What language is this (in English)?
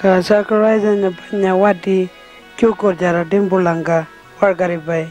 Pitjantjatjara